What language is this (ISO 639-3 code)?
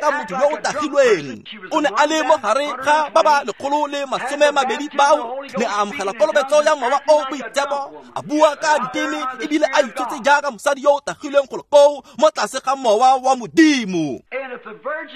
tsn